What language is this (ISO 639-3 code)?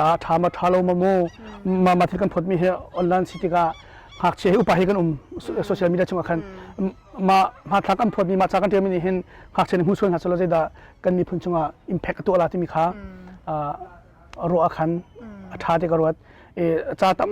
cnh